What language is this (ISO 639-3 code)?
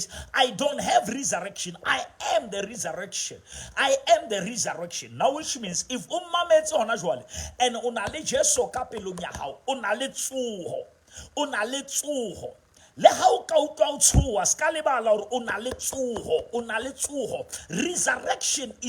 sot